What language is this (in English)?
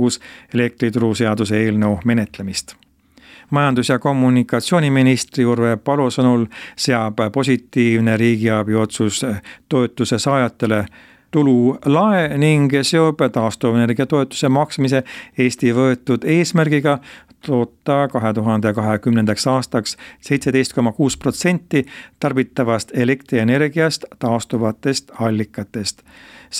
Estonian